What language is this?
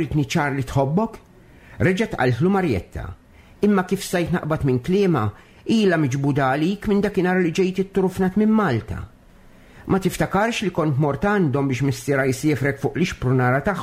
Maltese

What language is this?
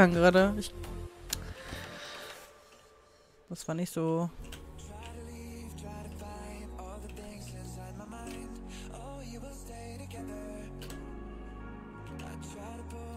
German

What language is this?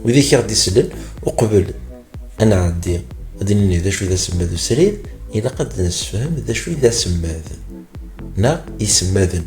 Kabyle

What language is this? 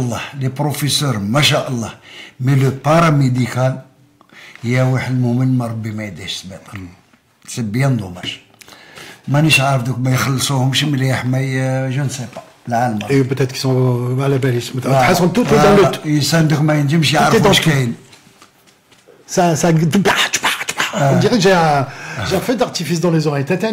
Algerian Arabic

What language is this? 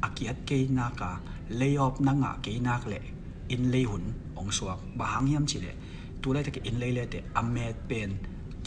Tedim Chin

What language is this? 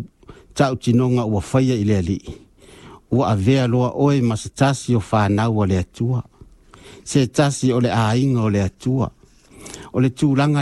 Samoan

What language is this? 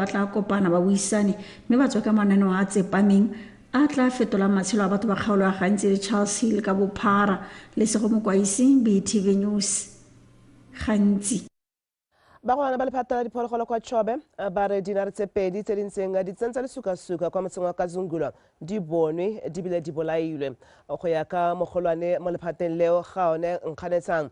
Tswana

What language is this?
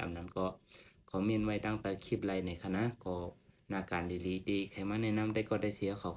Shan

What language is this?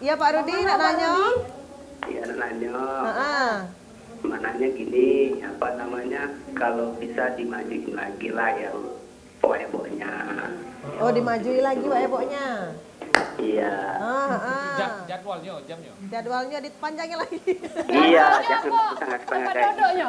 Musi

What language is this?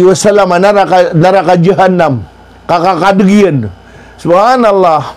Maranao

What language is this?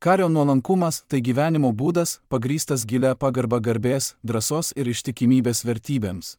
Lithuanian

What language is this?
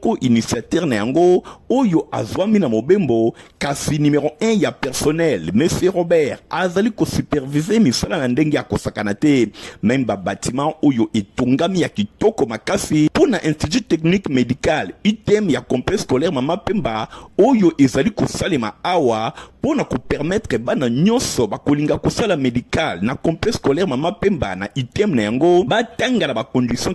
Lingala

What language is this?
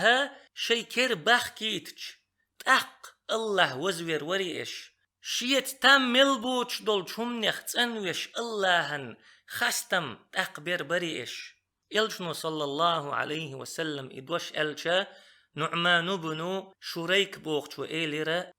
Chechen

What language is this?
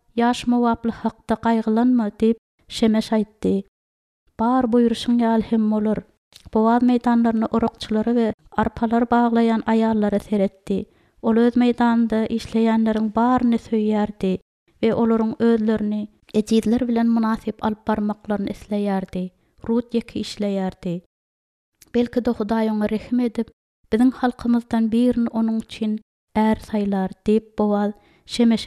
Turkmen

